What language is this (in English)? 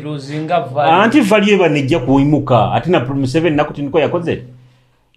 Nyoro